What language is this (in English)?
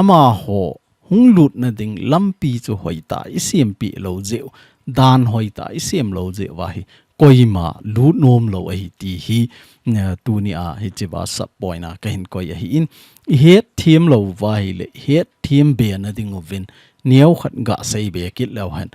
Thado Chin